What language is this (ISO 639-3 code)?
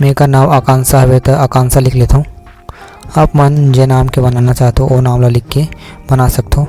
hne